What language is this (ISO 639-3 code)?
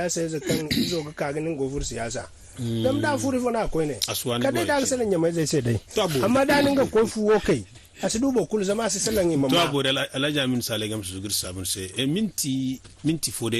dje